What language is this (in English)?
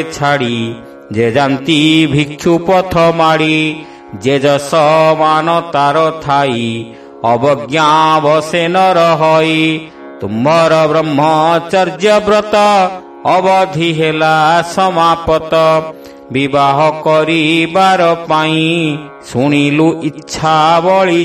Odia